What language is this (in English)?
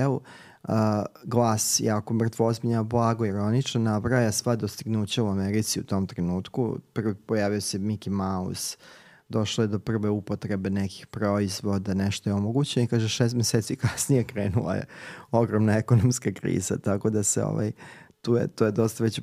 Serbian